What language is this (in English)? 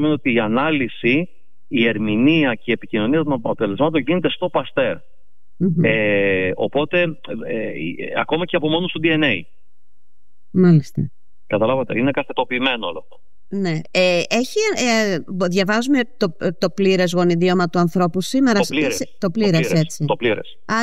Greek